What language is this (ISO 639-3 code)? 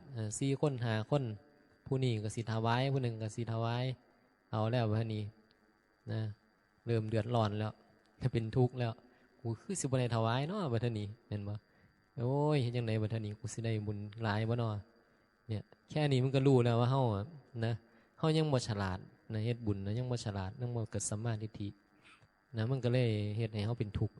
tts